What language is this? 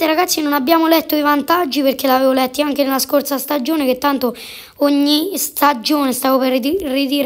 Italian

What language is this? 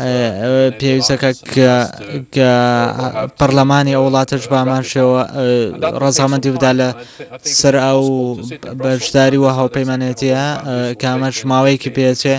Central Kurdish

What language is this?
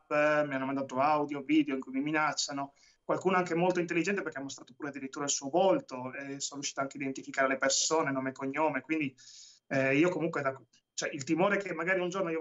Italian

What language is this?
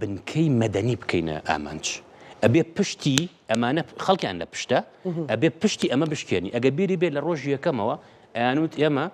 Central Kurdish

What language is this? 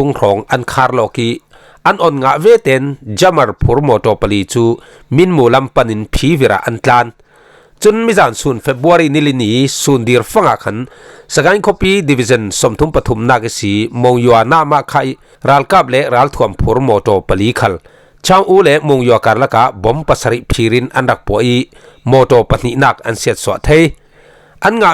Falam Chin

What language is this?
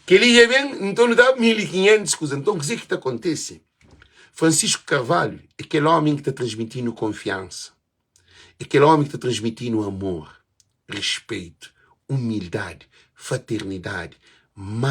Kabuverdianu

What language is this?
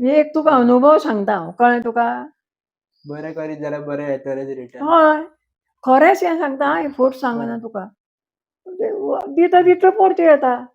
Konkani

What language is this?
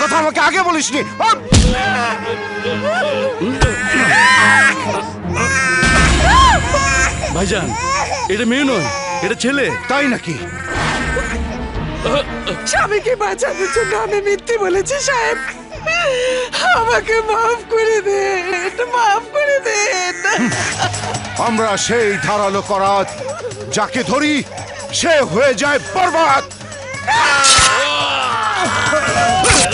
Bangla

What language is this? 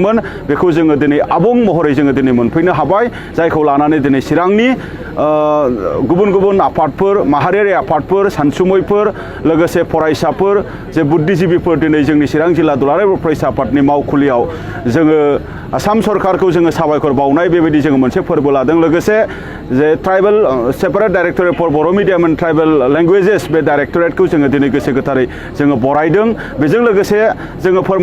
Bodo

